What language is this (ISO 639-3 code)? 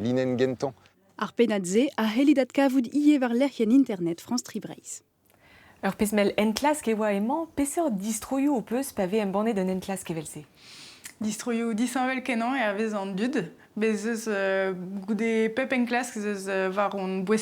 bre